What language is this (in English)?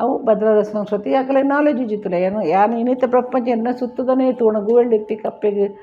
Tulu